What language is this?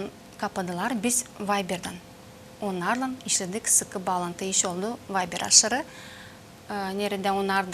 Gagauz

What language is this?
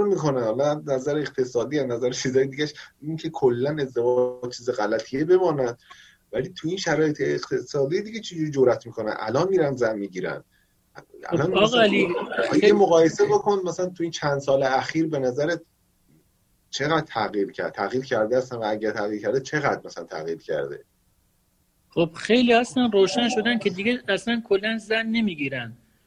Persian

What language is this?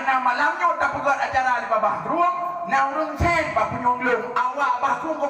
Achinese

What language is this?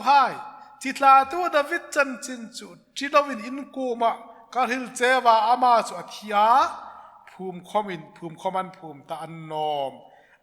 Hmar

